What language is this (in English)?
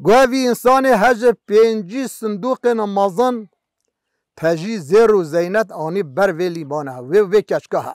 Kurdish